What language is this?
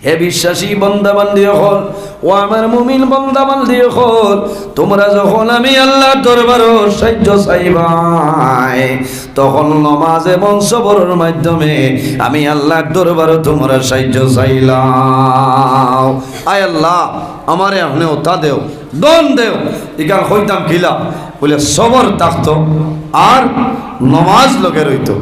Sylheti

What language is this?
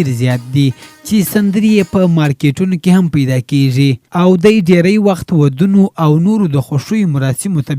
Pashto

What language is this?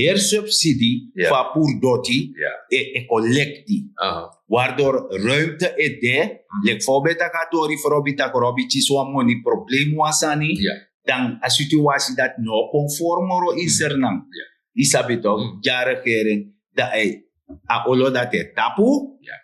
Sranan Tongo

